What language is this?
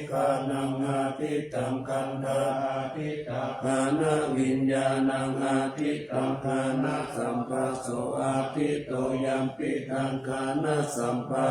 Pali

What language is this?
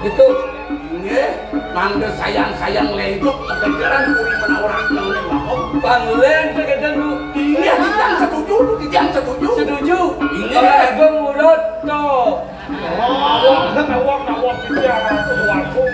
Balinese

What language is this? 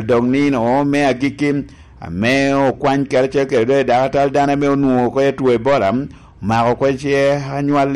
Lango (Uganda)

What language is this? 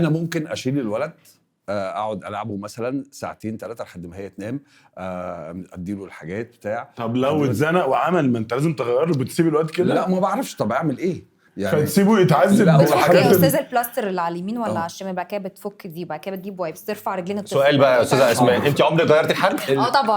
Egyptian Arabic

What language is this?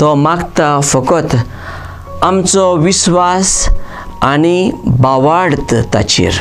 Konkani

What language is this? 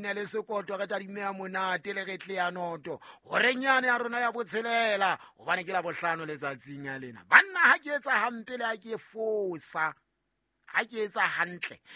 Southern Sotho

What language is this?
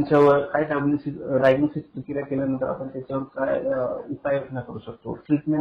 Marathi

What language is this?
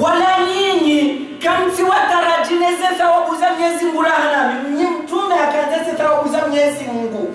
Ngazidja Comorian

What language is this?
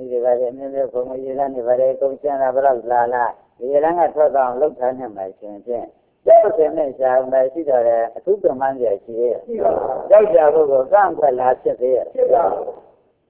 Burmese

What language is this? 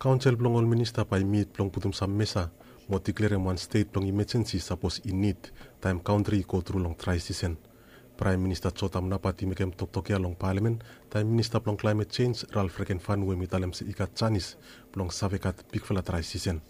Bislama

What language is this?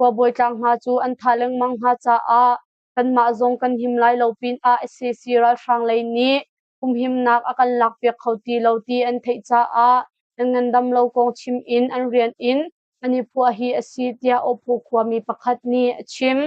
Hakha Chin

